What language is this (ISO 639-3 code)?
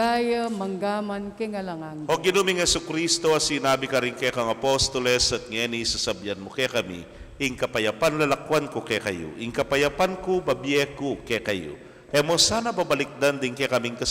pam